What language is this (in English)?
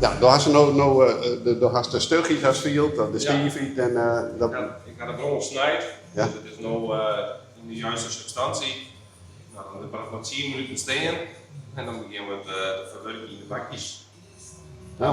Western Frisian